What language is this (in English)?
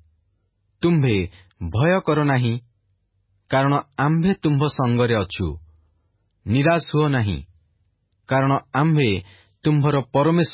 Odia